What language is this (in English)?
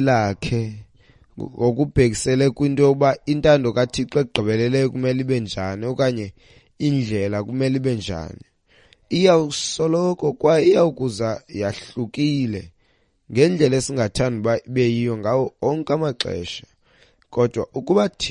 Xhosa